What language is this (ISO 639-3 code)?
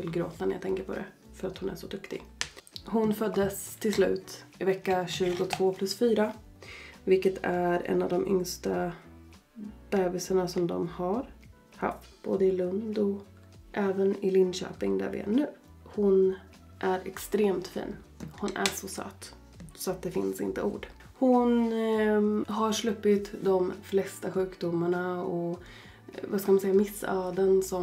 swe